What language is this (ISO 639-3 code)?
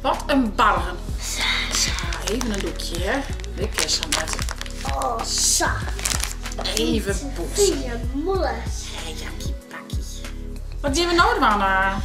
fry